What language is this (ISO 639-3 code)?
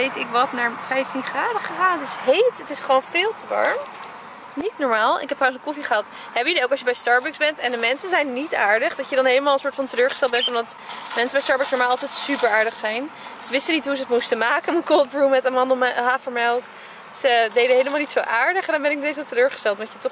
nld